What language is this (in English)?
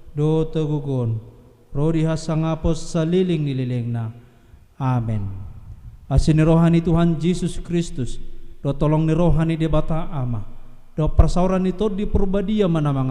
Batak Toba